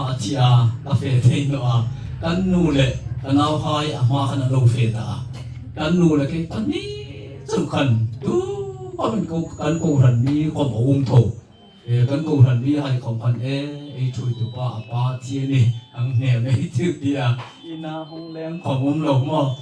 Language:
Hmar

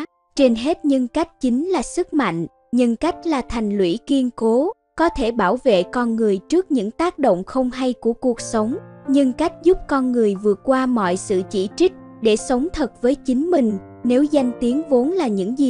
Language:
Vietnamese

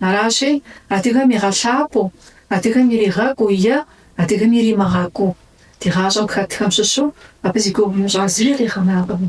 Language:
Kabardian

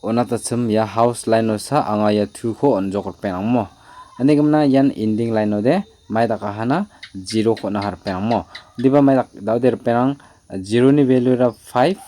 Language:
Garo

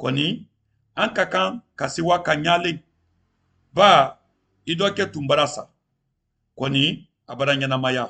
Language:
Mandingo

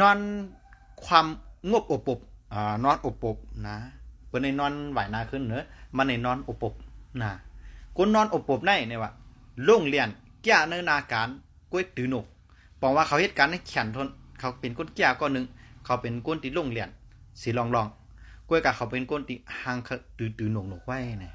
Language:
Shan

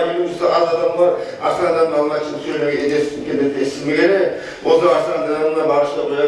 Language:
Kumyk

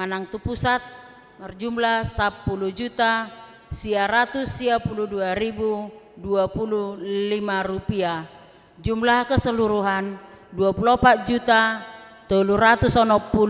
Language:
Batak Toba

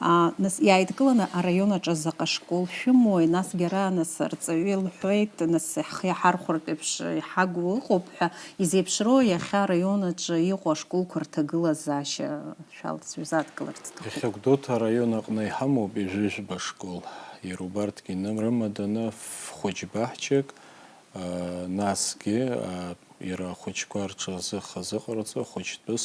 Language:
Abkhazian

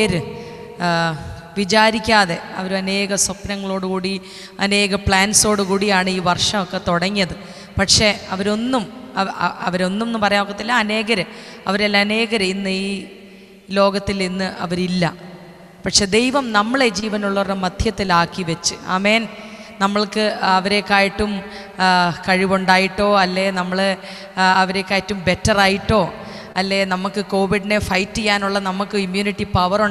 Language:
Malayalam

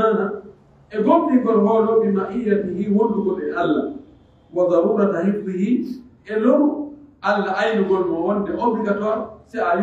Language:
Pular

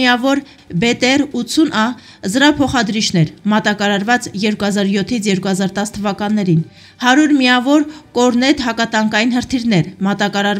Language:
Armenian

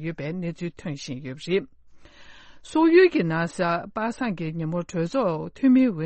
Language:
Tibetan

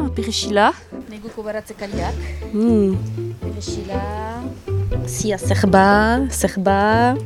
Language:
Basque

